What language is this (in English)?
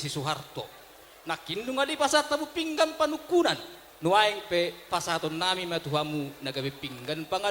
Batak Toba